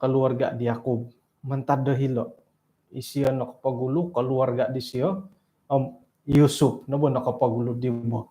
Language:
Central Dusun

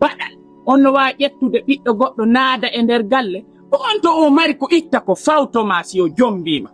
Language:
Fula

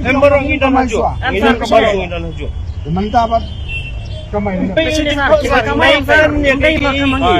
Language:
Khasi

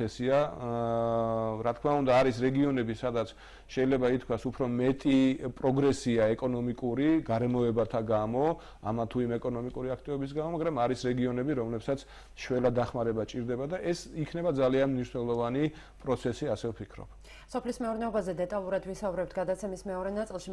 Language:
Georgian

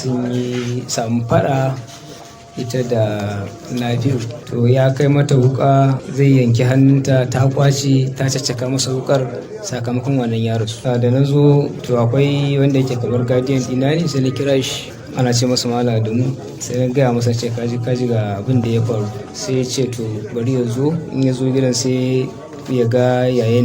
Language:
Hausa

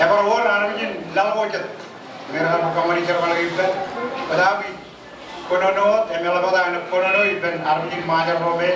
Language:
Marshallese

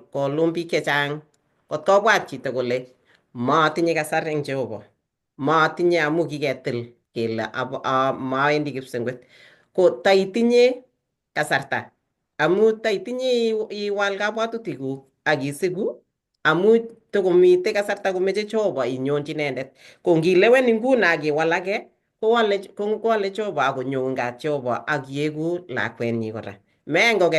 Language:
Kalenjin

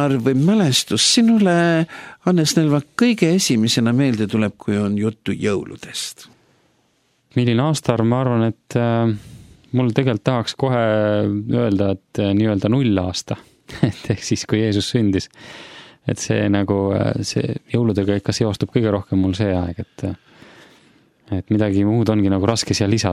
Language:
Estonian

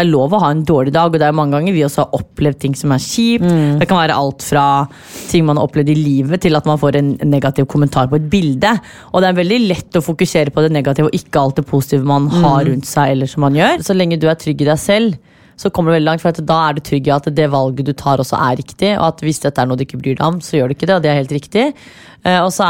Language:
Norwegian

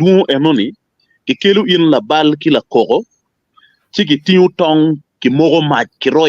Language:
Acoli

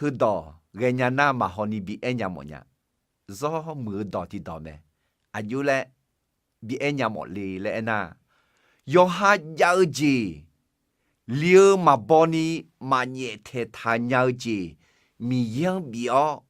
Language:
Akha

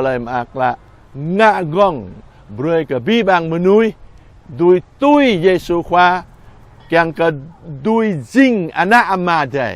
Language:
Jarai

